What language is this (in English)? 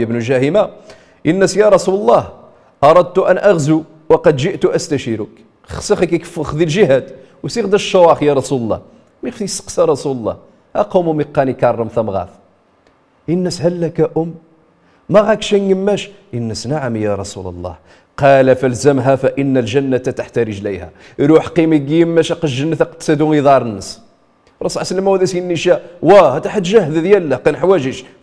Riffian